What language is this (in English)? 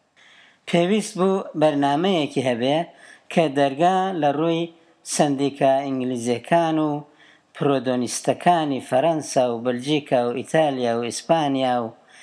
Central Kurdish